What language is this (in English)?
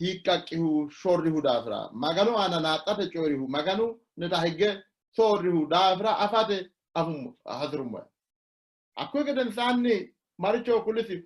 Sidamo